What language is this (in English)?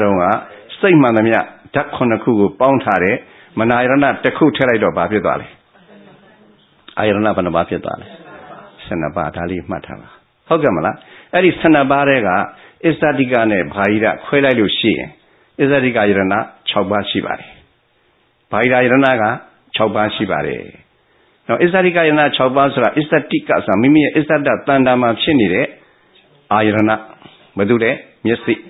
Burmese